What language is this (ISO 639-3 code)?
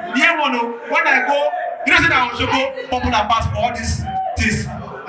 pcm